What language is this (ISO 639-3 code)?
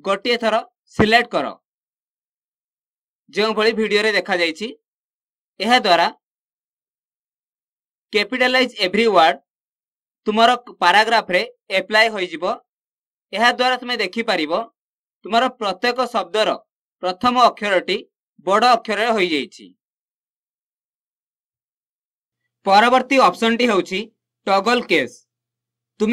ori